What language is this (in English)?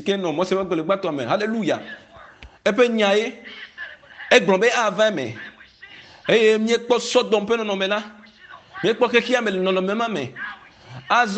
Ewe